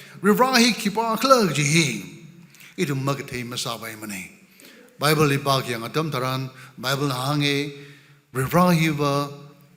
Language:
Tangkhul Naga (India)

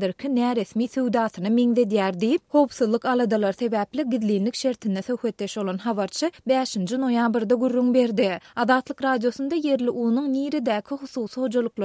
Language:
Turkmen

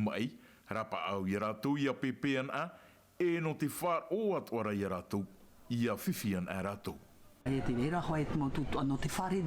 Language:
Tahitian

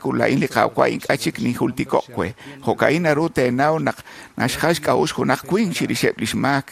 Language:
Kekchí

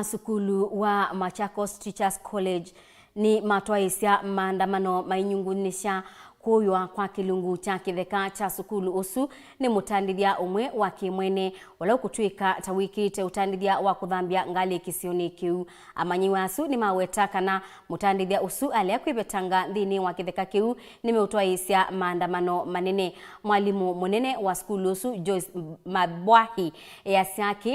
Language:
Kamba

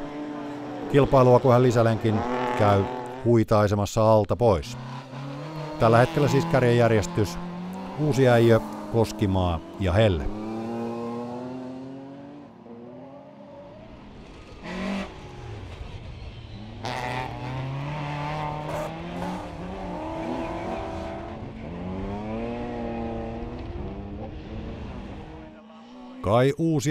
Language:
Finnish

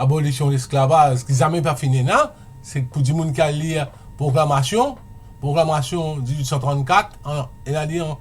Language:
Morisyen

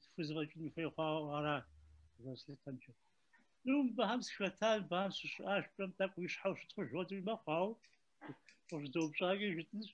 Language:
Kabardian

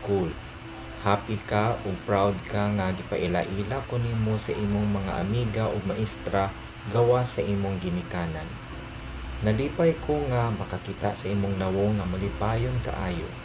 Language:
Cebuano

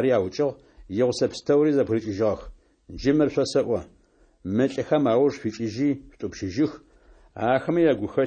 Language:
Adyghe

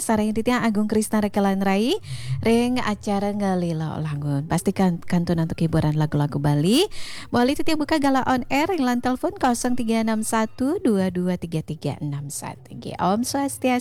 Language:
Balinese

